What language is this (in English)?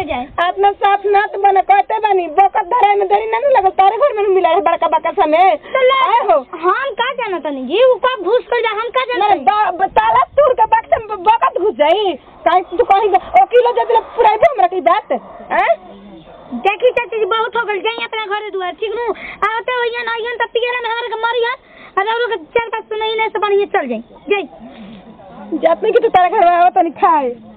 Bhojpuri